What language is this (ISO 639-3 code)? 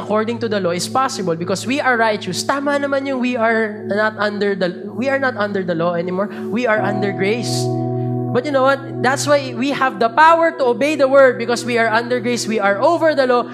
fil